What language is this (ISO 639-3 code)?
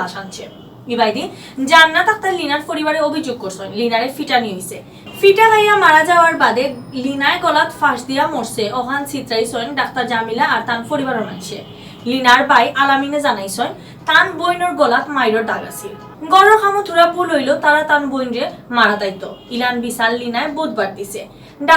syl